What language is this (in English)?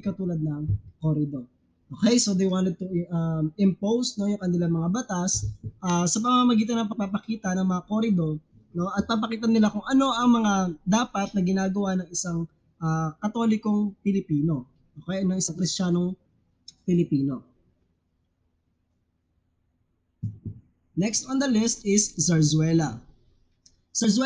Filipino